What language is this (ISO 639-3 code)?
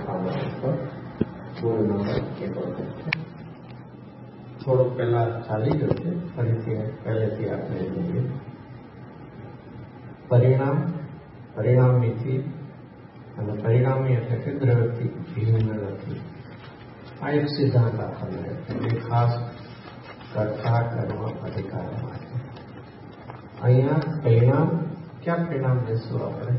guj